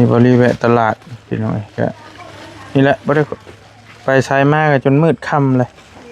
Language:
Northeastern Thai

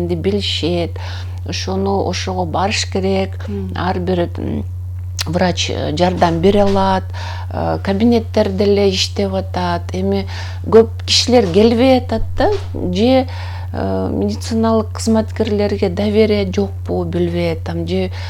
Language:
Kyrgyz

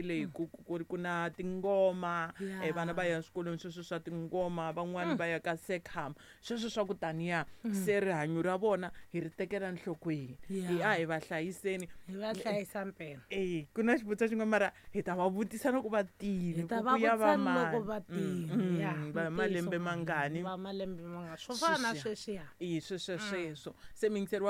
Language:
Tsonga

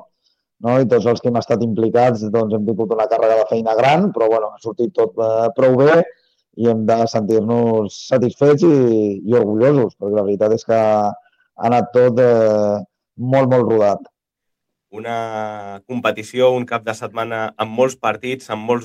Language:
Catalan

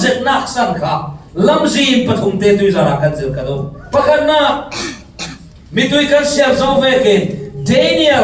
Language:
Falam Chin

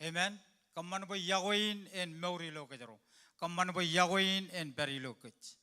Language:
Marshallese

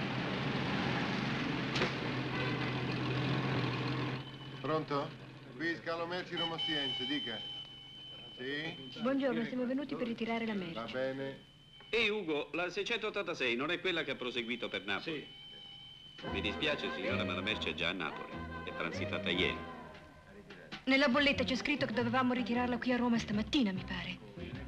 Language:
Italian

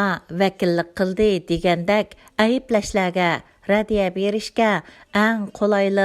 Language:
Uyghur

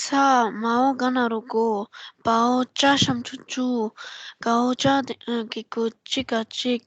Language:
Tibetan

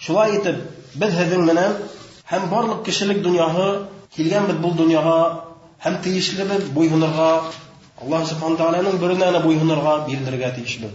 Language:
Bashkir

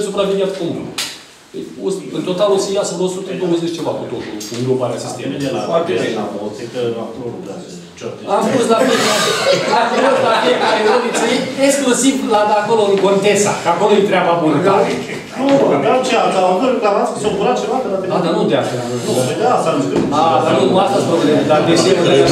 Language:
Romanian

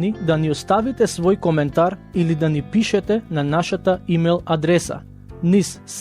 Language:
Macedonian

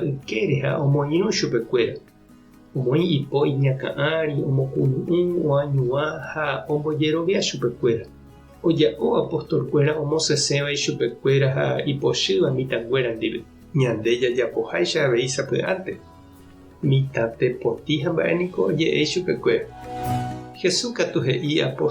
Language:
Guarani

